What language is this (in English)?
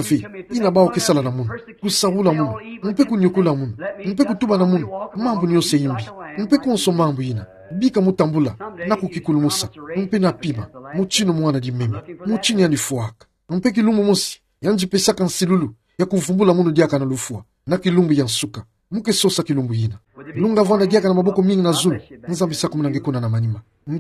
Kituba (Democratic Republic of Congo)